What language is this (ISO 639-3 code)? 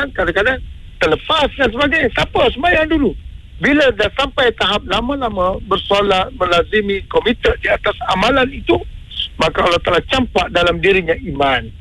msa